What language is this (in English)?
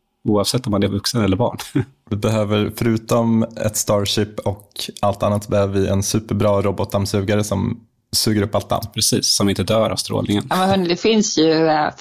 Swedish